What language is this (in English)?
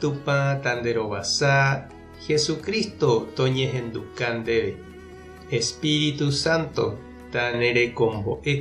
Guarani